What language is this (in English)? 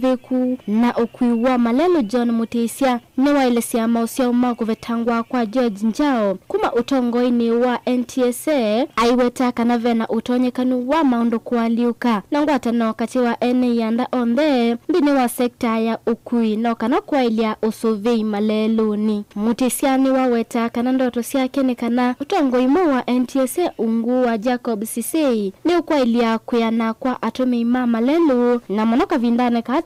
Kamba